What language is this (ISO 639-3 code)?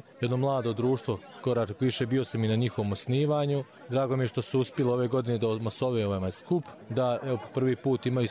bos